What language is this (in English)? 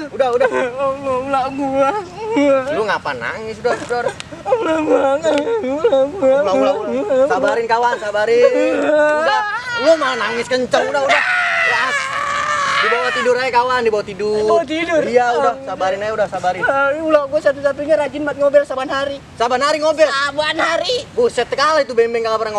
Betawi